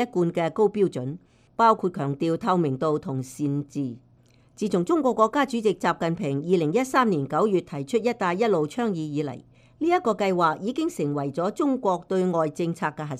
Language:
Cantonese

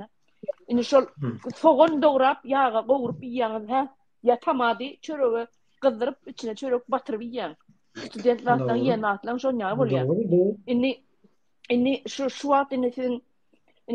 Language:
Turkmen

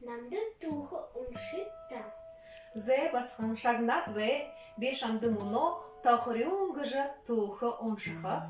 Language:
Buriat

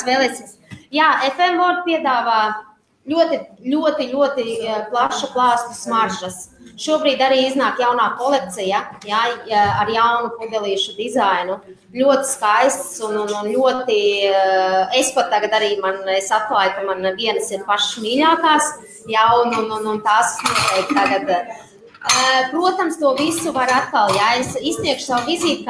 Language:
Latvian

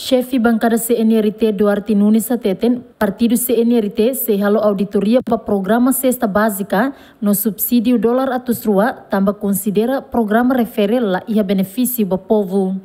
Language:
Tetum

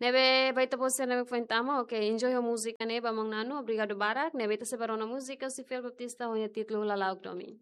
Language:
Tetum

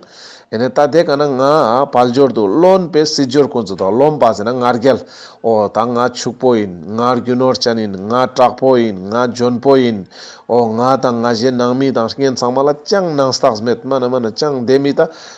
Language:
Ladakhi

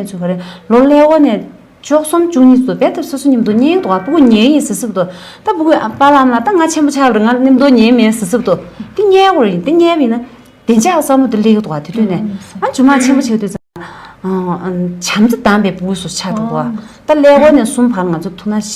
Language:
Tibetan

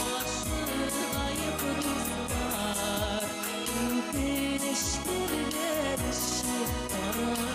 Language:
Bashkir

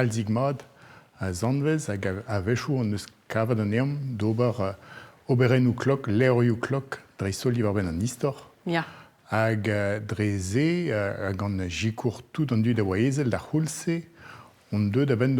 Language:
Breton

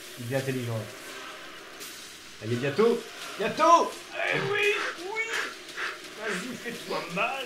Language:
French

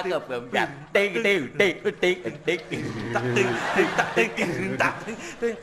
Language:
Balinese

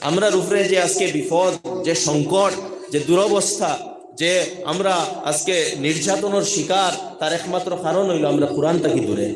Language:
Sylheti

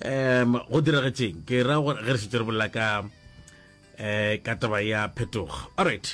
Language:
Northern Sotho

